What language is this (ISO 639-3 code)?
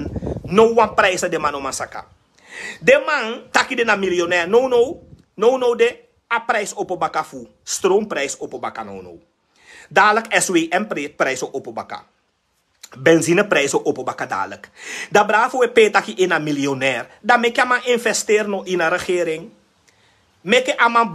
srn